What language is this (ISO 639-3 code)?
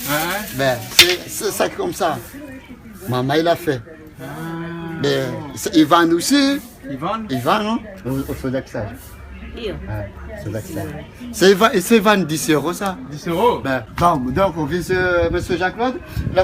rcf